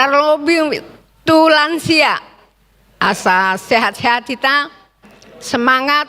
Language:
Batak Toba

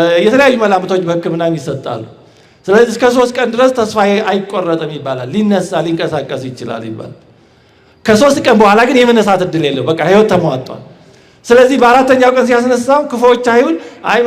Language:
Amharic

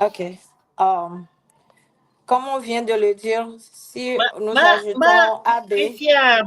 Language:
Ewe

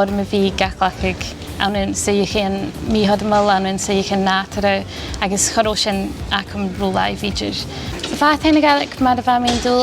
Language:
Scottish Gaelic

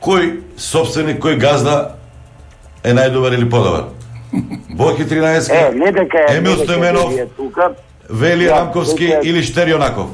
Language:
Macedonian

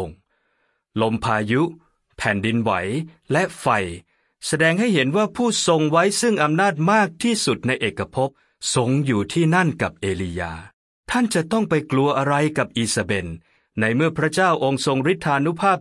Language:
Thai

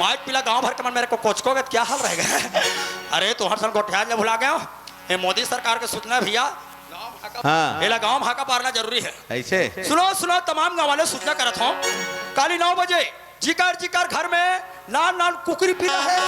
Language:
Chhattisgarhi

